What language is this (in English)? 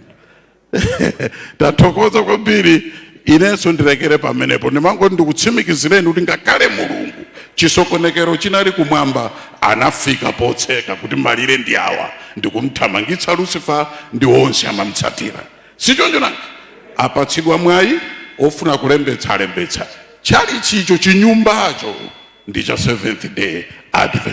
Nyanja